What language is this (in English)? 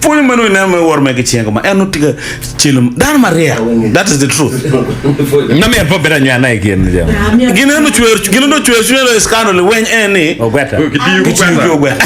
Acoli